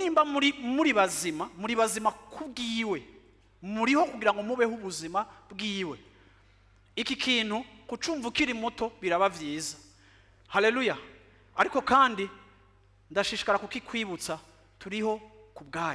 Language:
Rundi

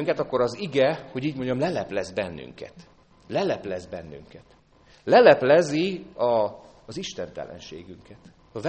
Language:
Hungarian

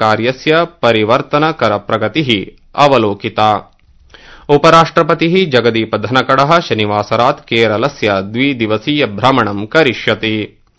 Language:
Sanskrit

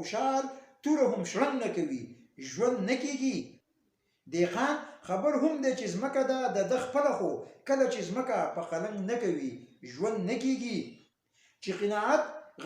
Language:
Pashto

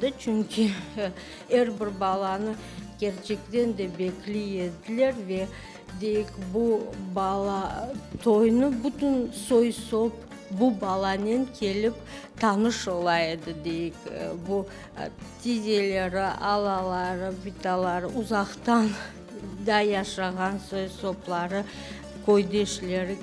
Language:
Crimean Tatar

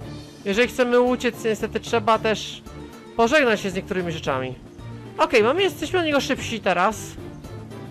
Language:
Polish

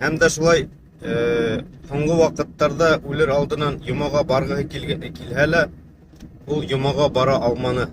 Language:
Bashkir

